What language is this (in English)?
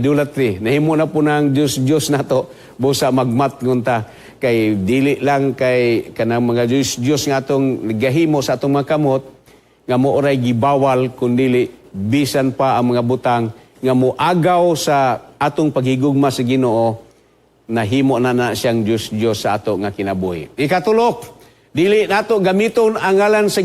Cebuano